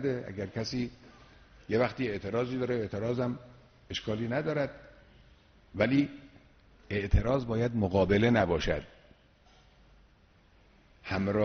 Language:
Persian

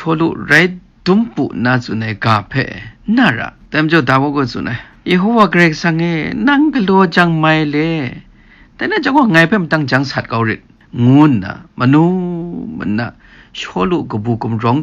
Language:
Kachin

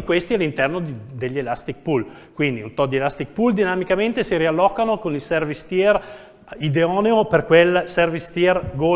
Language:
Italian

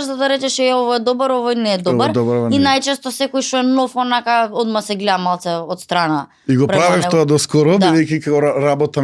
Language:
Macedonian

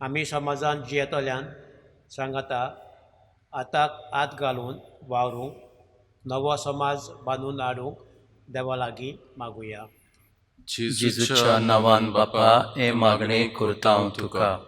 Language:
Konkani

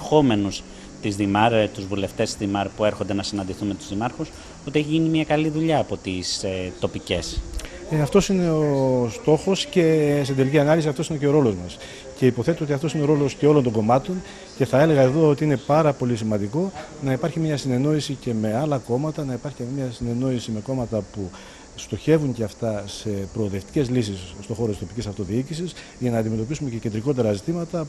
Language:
Greek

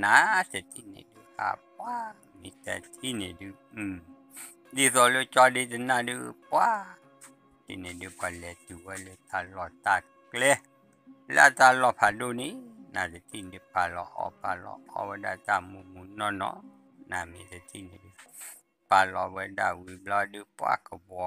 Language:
S'gaw Karen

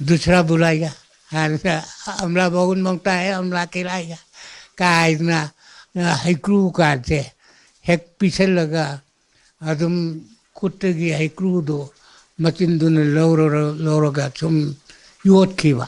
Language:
Manipuri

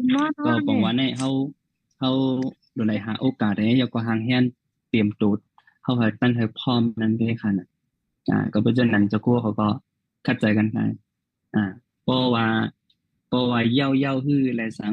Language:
Shan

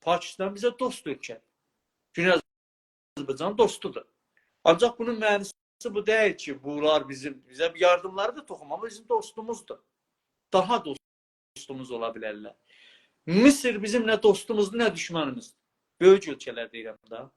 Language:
South Azerbaijani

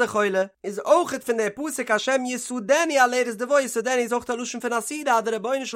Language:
Yiddish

